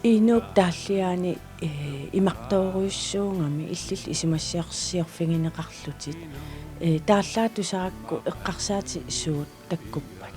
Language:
Kalaallisut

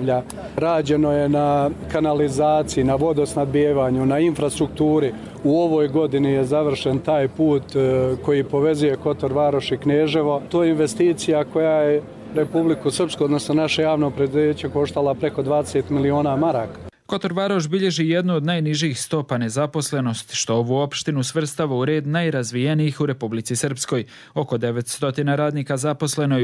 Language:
Serbian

